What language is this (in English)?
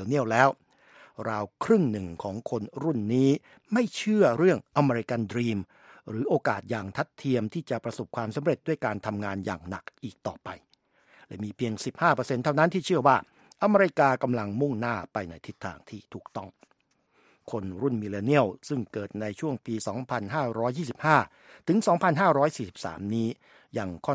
Thai